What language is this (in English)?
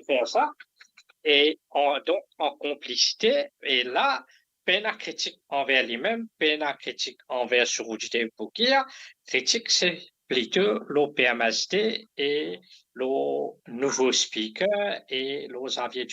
Morisyen